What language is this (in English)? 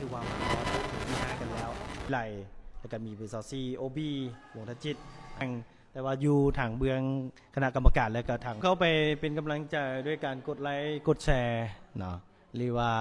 Lao